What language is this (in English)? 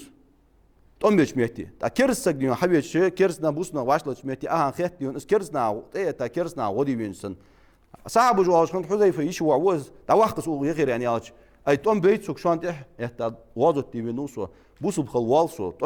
Ingush